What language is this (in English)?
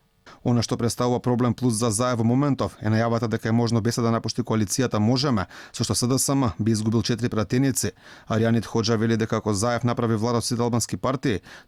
Macedonian